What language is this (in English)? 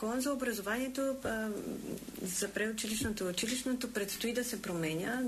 Bulgarian